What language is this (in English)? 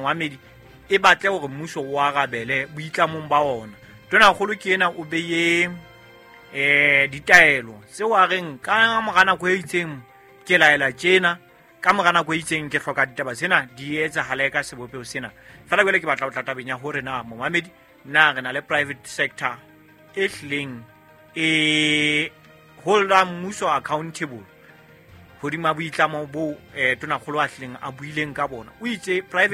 Southern Sotho